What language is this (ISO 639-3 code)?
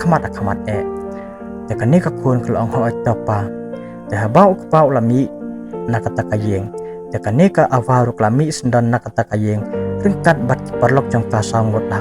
kha